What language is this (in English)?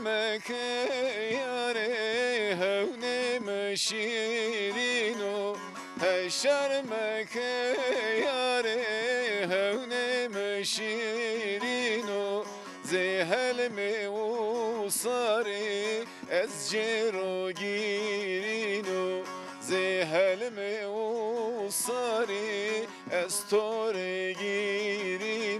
Zaza